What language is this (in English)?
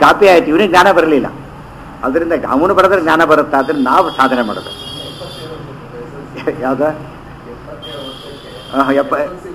Kannada